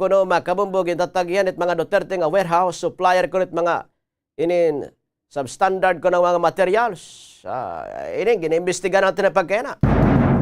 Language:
Waray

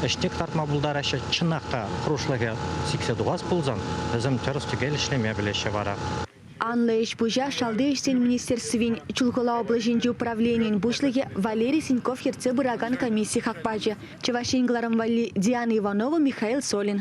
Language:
Chuvash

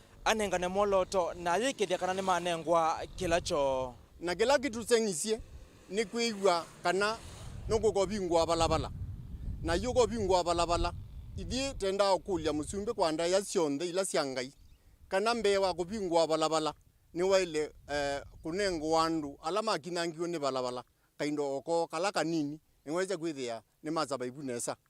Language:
Kamba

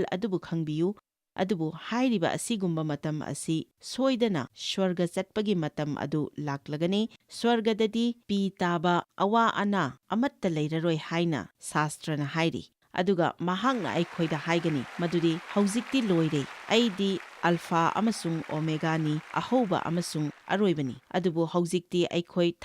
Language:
Manipuri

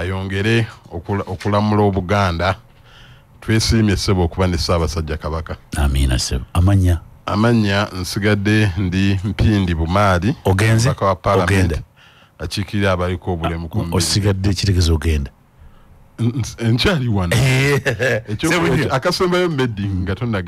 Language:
Ganda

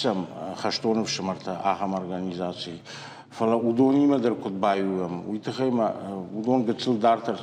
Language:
Ossetic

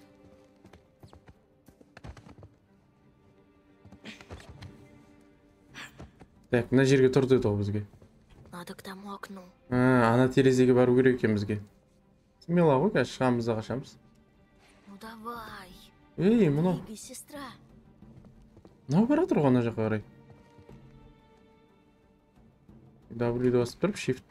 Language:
Kazakh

